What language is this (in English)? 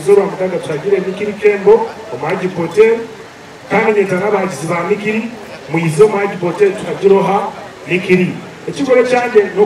Nyankole